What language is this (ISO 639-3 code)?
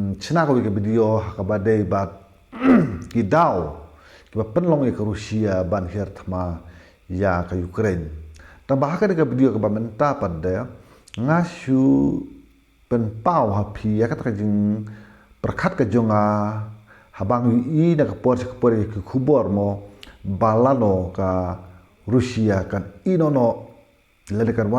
kha